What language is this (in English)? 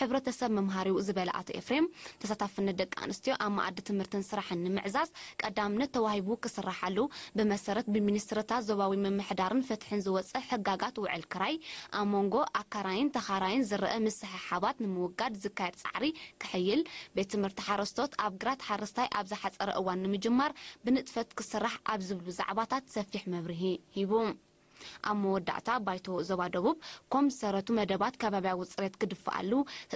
Tigrinya